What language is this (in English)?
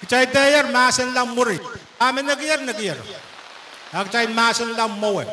Pohnpeian